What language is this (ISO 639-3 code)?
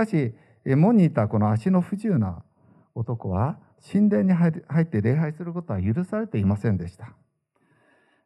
jpn